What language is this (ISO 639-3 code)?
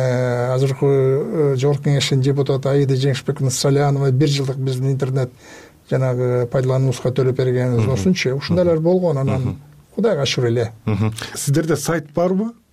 kir